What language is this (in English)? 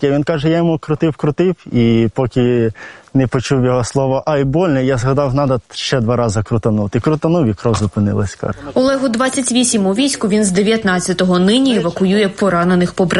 Ukrainian